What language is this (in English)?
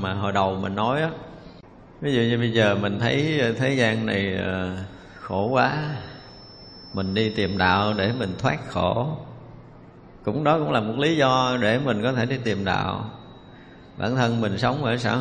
Vietnamese